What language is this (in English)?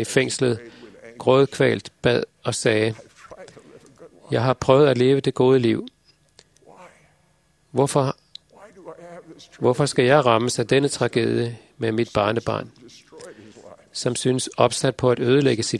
Danish